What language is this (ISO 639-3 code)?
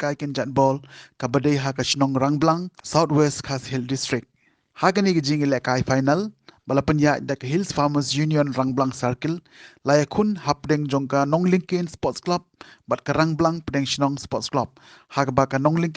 kha